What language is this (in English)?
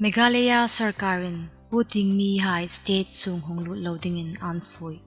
Hmar